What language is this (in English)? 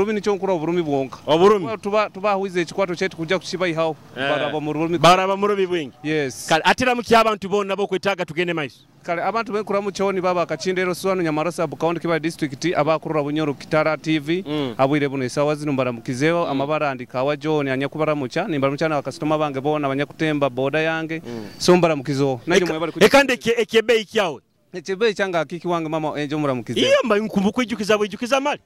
Nyoro